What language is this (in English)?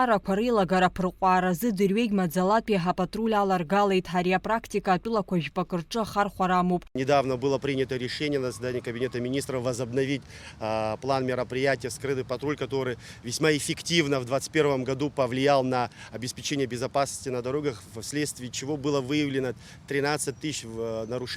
Abkhazian